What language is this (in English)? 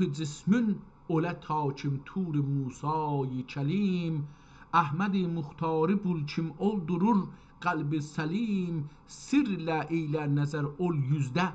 South Azerbaijani